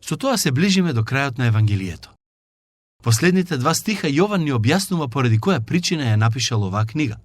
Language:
Macedonian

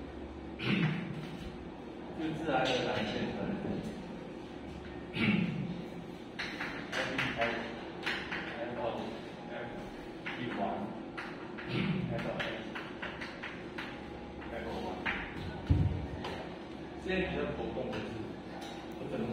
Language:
Chinese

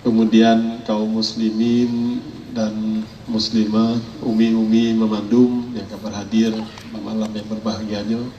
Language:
Achinese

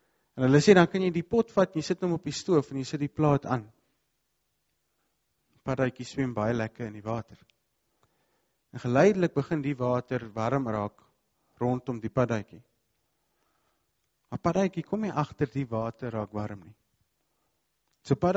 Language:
Afrikaans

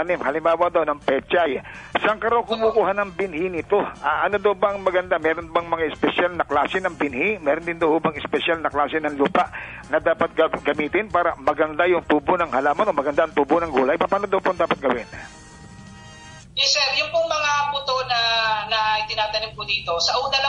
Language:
Filipino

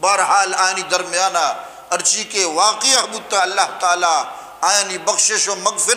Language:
Eastern Balochi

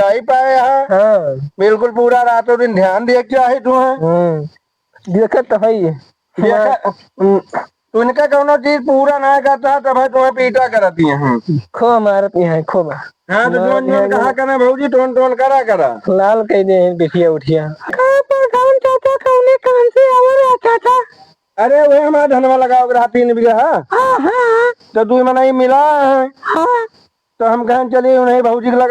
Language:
Awadhi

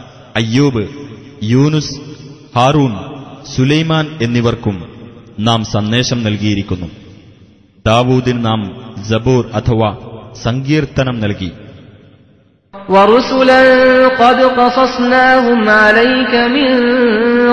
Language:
Malayalam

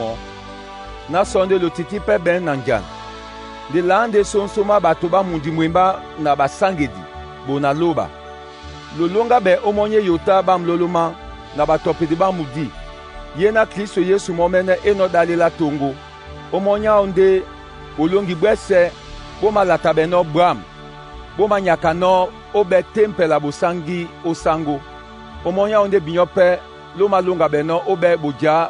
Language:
Duala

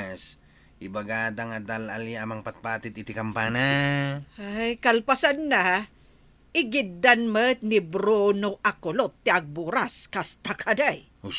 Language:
Iloko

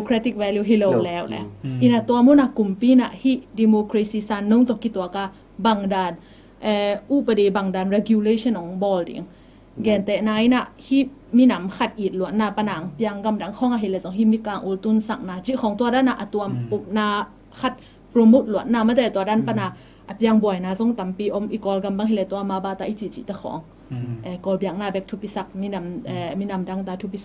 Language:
Tedim Chin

